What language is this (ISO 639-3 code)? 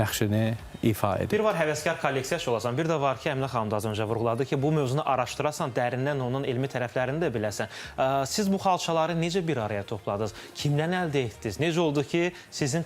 aze